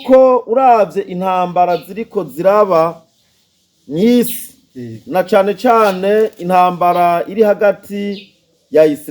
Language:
Rundi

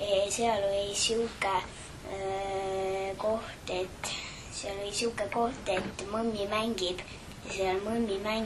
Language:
Estonian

